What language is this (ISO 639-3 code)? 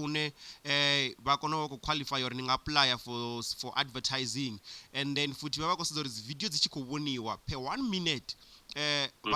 ven